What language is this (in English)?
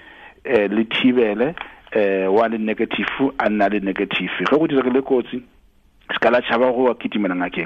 Tswana